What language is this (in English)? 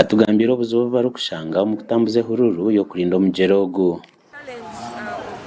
Nyankole